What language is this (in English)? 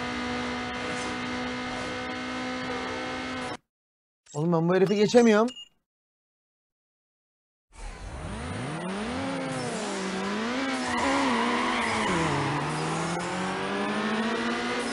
Turkish